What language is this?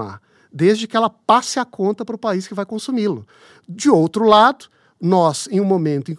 Portuguese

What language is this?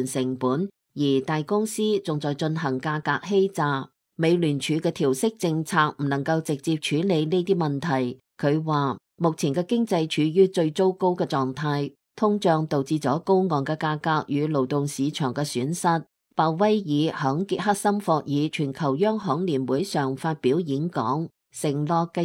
Cantonese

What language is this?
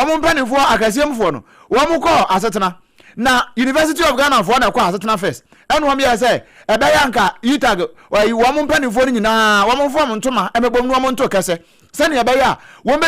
Akan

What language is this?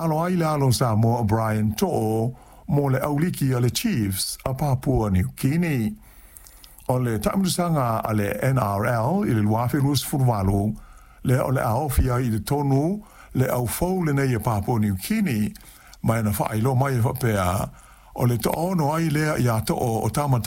Samoan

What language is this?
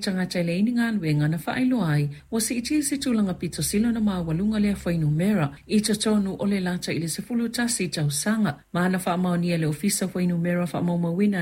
Samoan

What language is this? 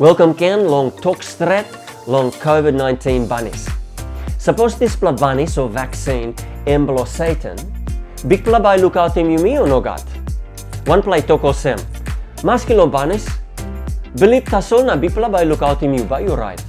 Tok Pisin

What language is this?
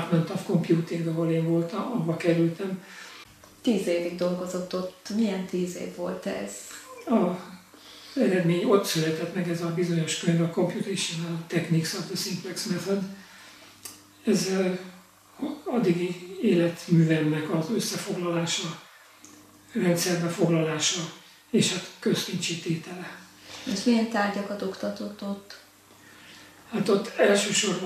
Hungarian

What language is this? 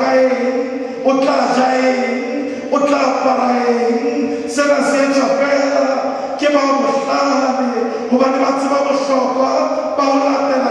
Southern Sotho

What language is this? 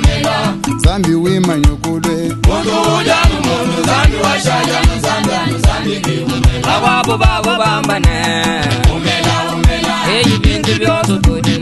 Luba-Lulua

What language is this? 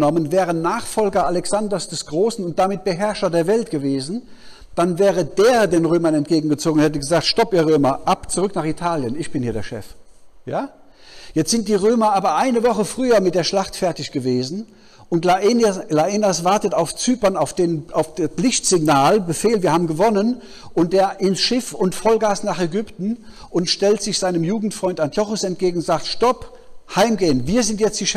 German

